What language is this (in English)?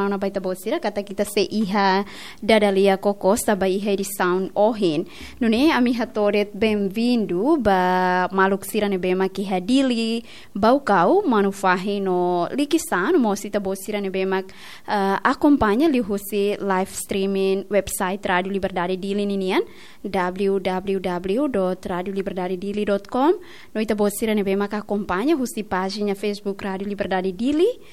Tetum